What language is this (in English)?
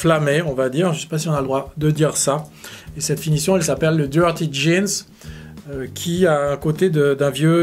French